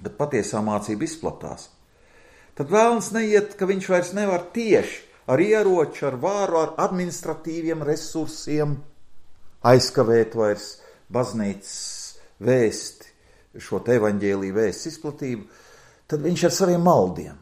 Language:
Latvian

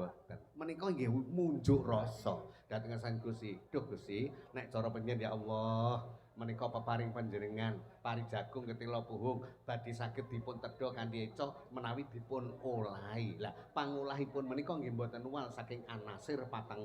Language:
Javanese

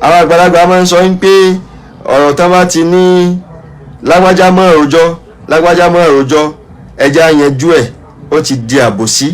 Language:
Yoruba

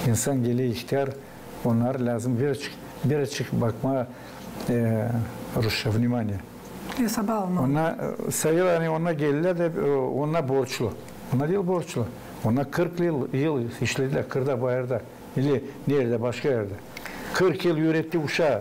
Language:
Gagauz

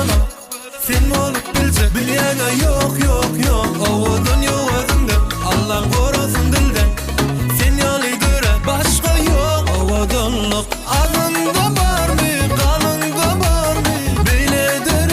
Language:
Turkmen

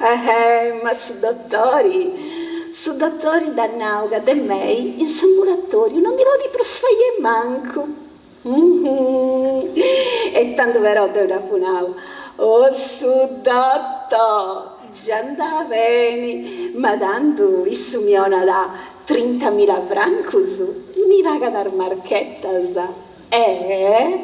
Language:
Sardinian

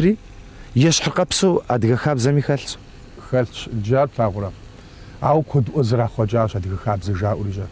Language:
Kabardian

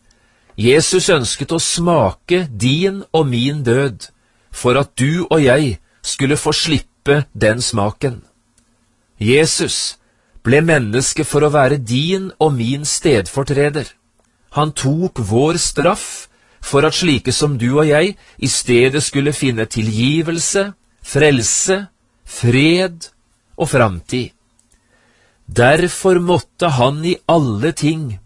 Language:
Norwegian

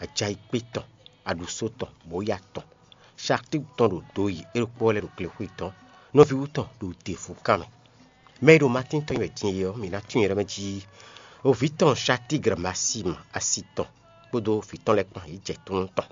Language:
Fon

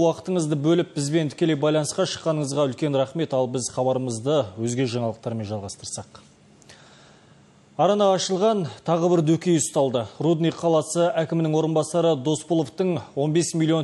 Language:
Kazakh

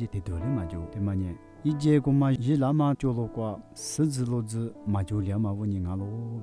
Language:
Lisu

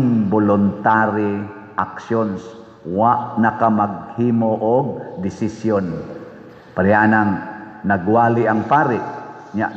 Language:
Cebuano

